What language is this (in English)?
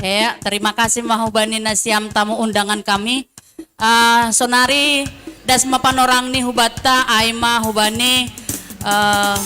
Batak Simalungun